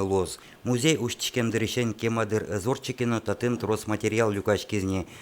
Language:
Udmurt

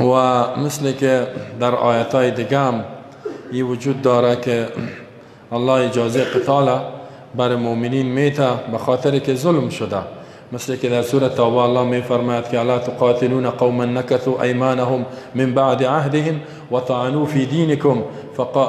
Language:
Persian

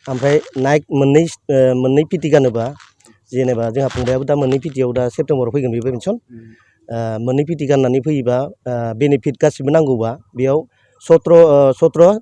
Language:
Bodo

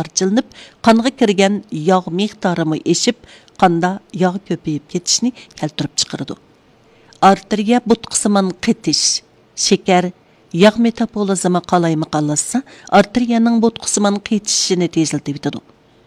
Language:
Uyghur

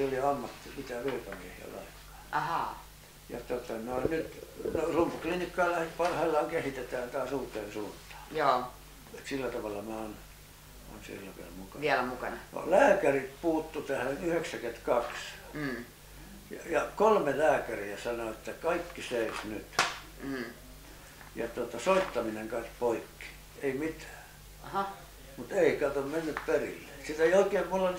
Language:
Finnish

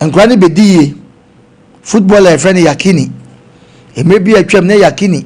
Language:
Akan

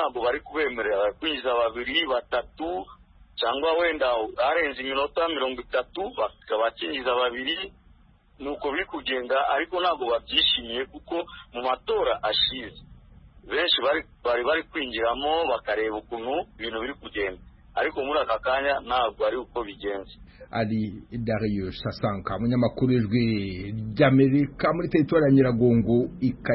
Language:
Kinyarwanda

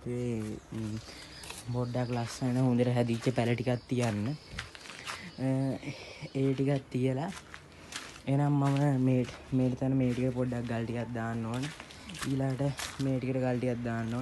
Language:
Sinhala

